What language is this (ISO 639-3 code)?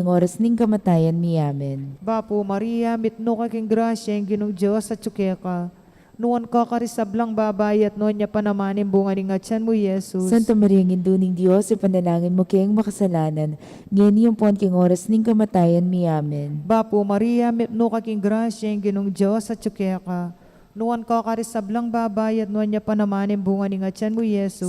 pam